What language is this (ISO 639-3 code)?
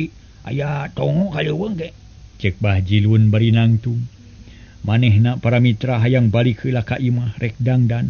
sun